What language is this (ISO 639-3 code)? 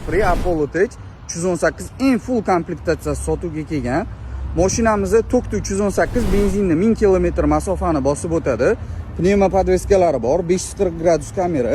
uzb